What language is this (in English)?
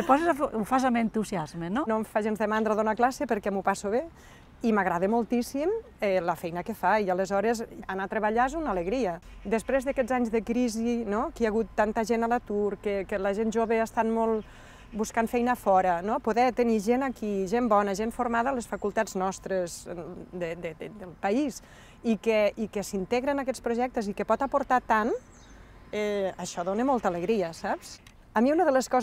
Catalan